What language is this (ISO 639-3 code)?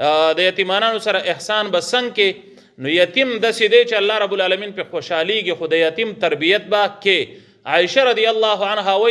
pus